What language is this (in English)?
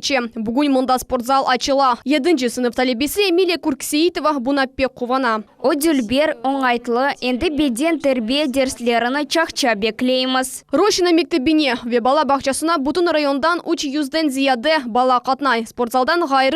Crimean Tatar